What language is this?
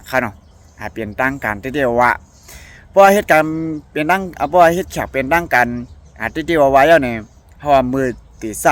Shan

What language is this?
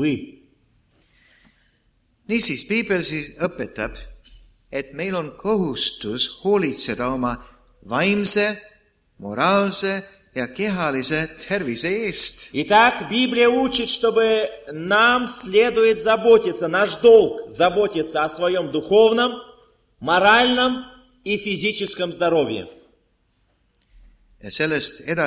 Estonian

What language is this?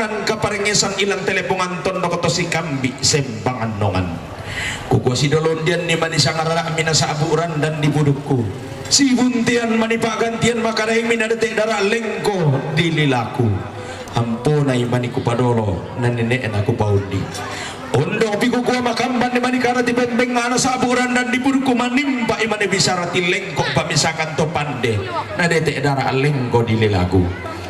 Toraja-Sa'dan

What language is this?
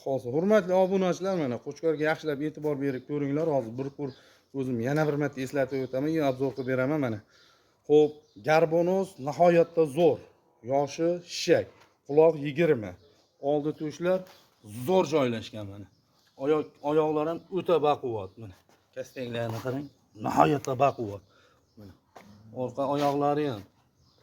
Uzbek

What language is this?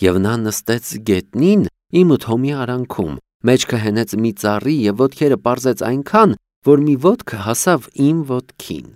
Armenian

